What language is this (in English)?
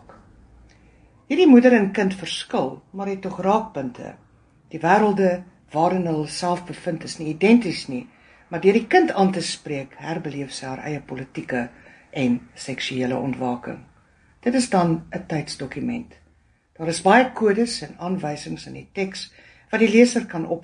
Afrikaans